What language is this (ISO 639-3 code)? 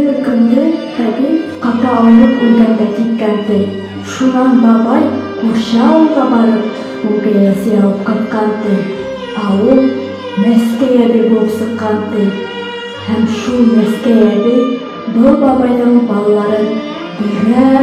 bak